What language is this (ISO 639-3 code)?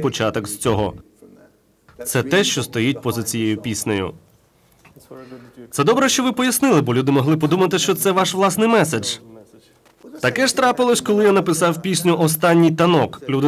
ukr